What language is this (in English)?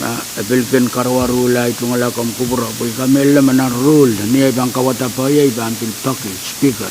Pohnpeian